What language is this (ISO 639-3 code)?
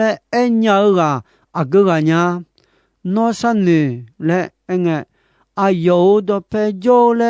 ahk